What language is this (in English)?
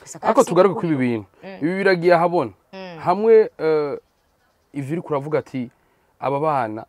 Rundi